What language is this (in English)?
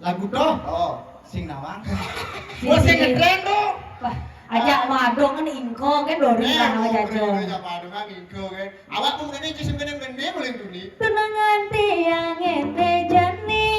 Balinese